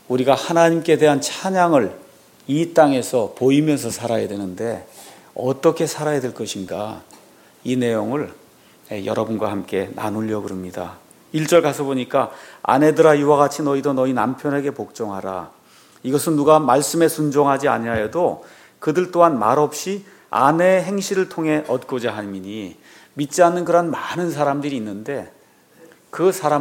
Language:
Korean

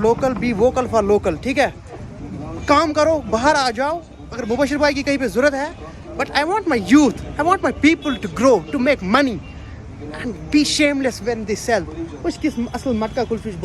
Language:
Kashmiri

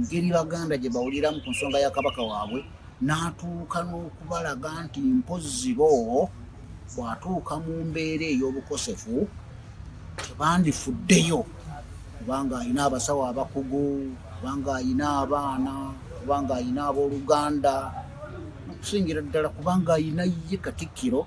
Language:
Ganda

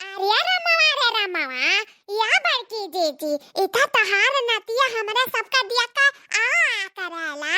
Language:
Awadhi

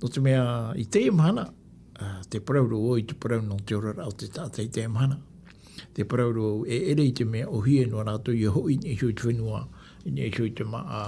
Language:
Tahitian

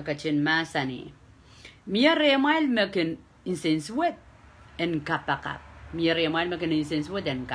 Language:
Pohnpeian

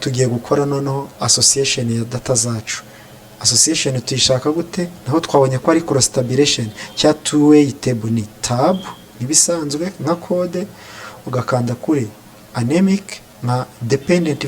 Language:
Kinyarwanda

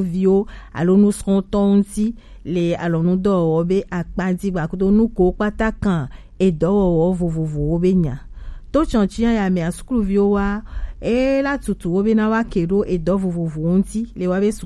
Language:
Gen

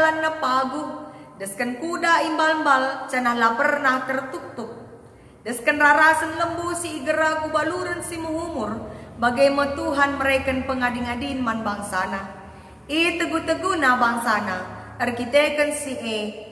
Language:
Batak Karo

